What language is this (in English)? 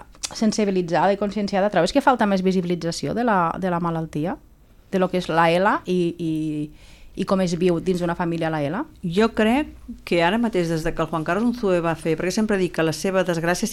Catalan